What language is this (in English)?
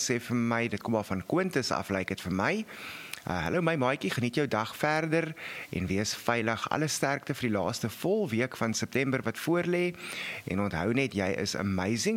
Afrikaans